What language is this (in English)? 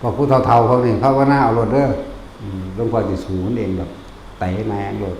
Northeastern Thai